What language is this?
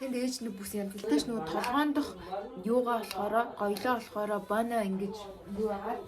Mongolian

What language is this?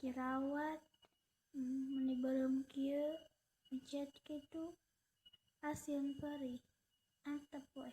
Sundanese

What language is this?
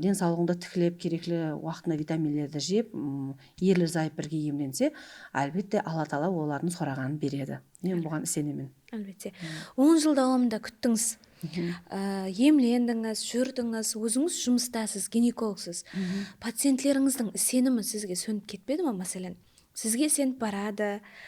Kara-Kalpak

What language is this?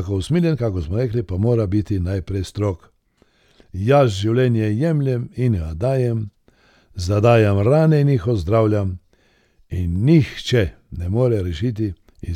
Slovenian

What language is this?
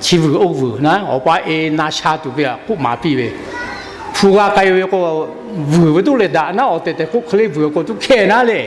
Lahu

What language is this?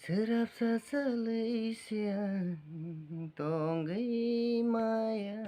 Kok Borok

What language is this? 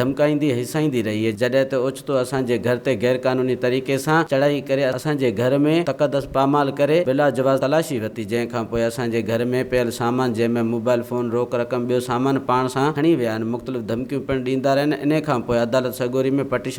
Sindhi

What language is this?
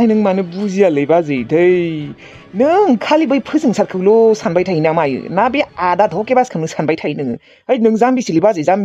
Bodo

